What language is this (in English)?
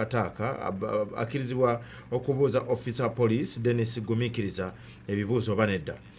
Ganda